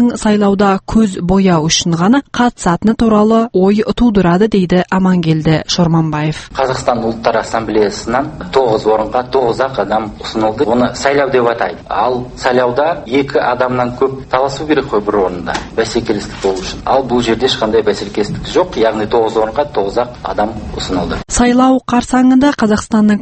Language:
Kazakh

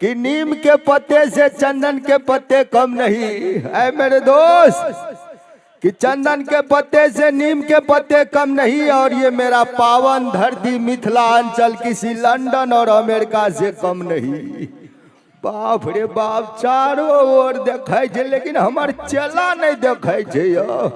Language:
Maithili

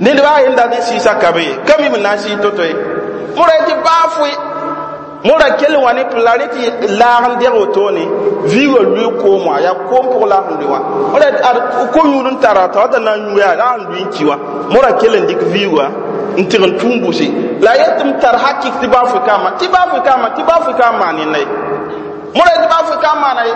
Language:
Mossi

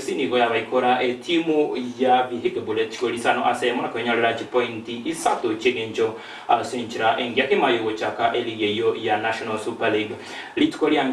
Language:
Gusii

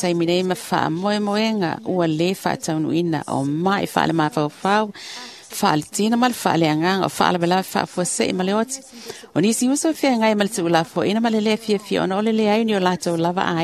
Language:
Samoan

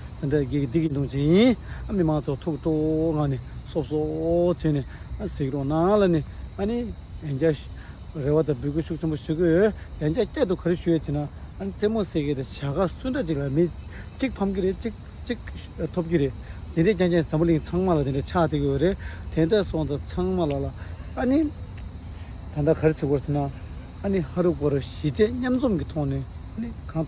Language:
Tibetan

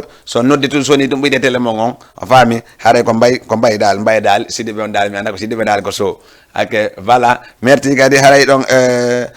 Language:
Fula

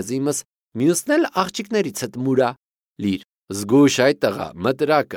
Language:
Armenian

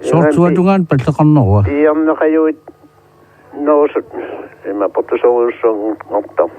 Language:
Kalaallisut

